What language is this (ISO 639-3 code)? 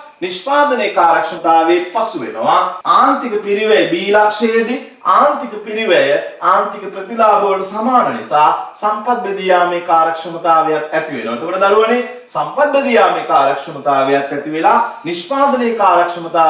sin